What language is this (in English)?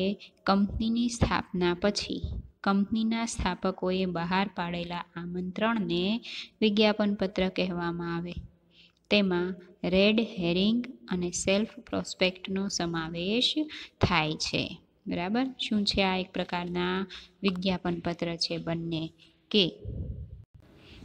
Gujarati